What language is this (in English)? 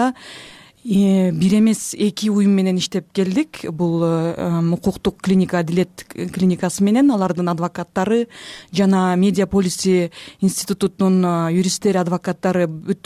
Kyrgyz